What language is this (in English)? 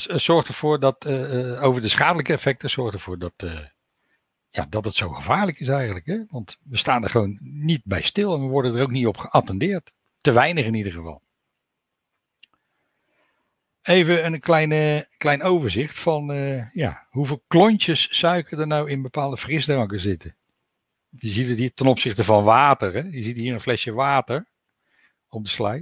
Dutch